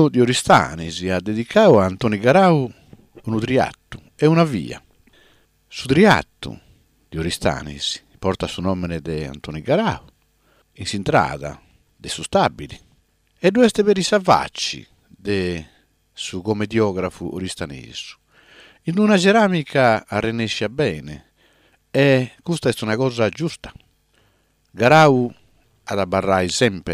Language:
Sardinian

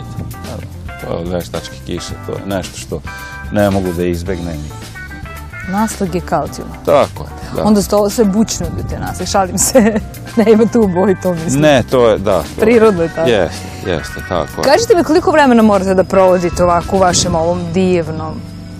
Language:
Serbian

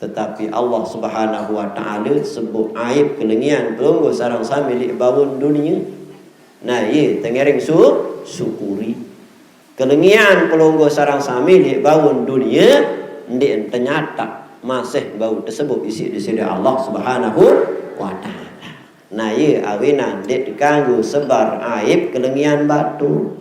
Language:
Sasak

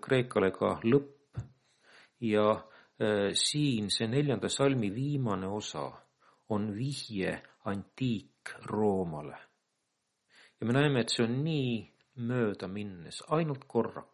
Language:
Estonian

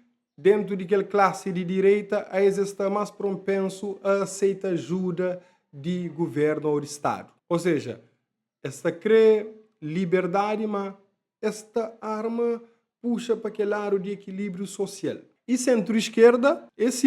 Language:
Kabuverdianu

